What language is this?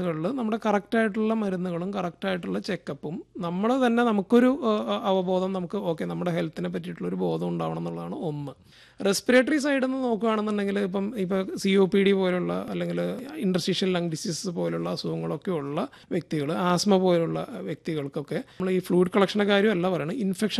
Malayalam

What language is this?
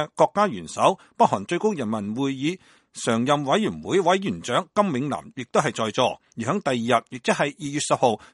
Cantonese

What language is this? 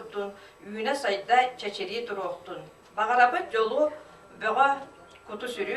Yakut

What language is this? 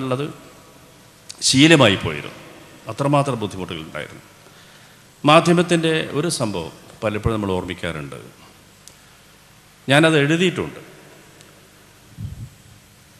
Malayalam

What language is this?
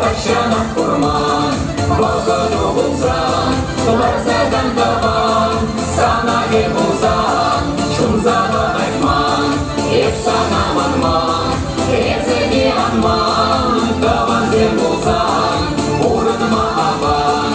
Chuvash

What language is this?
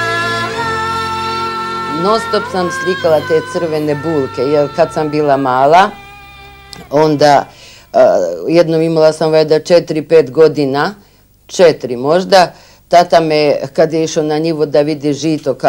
Serbian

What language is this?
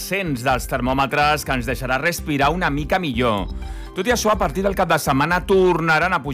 Catalan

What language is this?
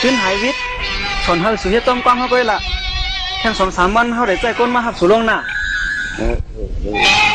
Shan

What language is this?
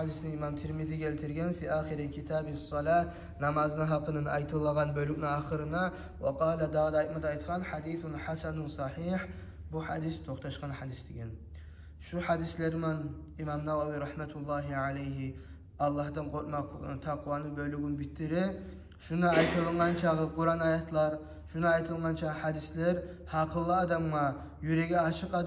Kumyk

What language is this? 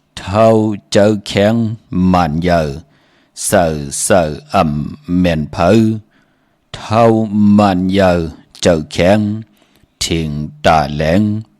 Shan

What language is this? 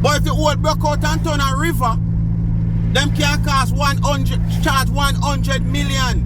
Jamaican Creole English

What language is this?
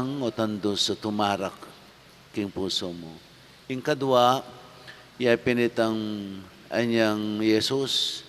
Pampanga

